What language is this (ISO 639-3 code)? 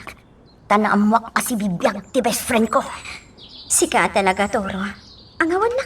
ilo